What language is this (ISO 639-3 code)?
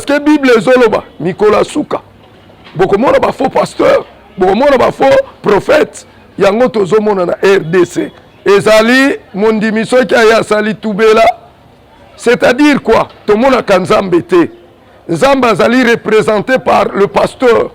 lin